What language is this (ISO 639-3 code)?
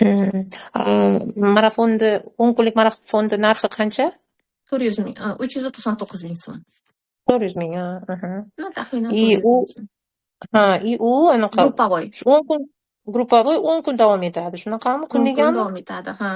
uzb